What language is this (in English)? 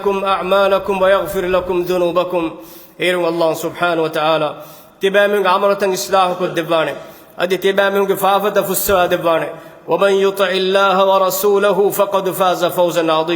Divehi